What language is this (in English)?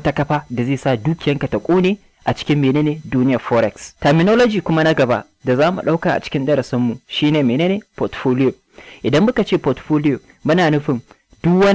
Hausa